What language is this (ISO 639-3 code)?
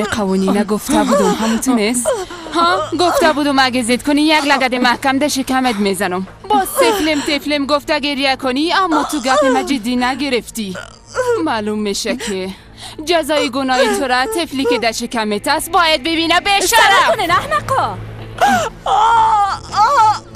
fas